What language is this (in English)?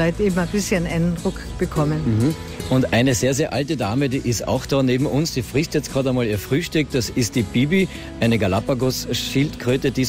German